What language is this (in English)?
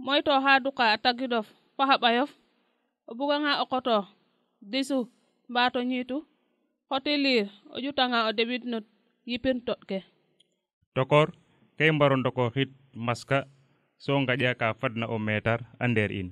Serer